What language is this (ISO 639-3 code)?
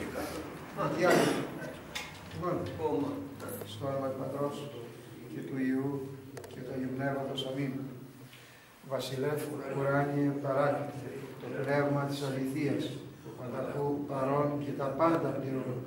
ell